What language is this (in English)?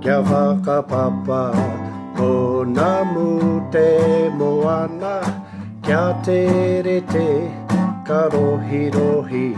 Māori